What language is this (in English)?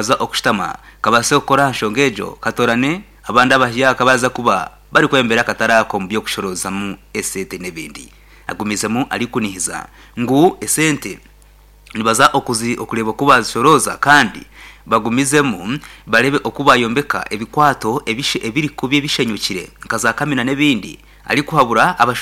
Nyankole